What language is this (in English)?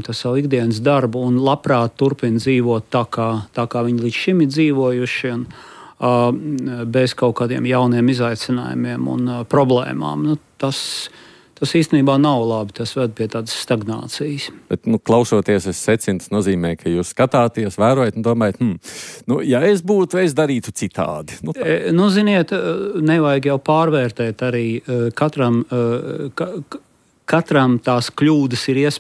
Latvian